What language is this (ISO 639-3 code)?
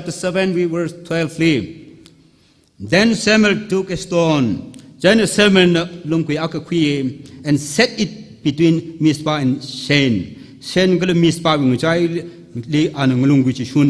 nmf